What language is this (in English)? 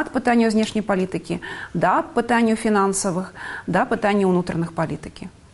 Belarusian